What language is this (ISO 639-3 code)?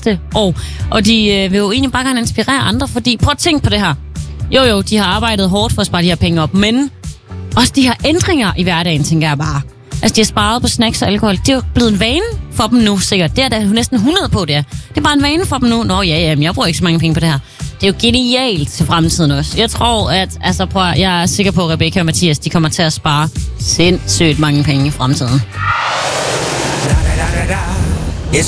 dan